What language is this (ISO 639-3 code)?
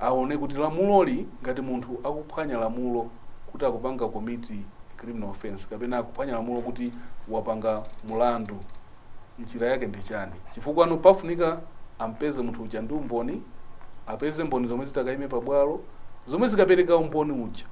nya